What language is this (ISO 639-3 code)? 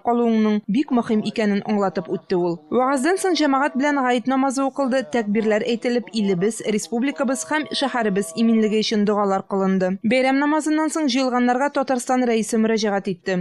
tat